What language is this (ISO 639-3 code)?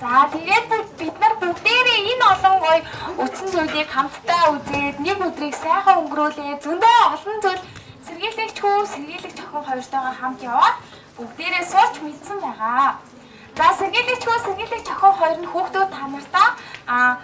mon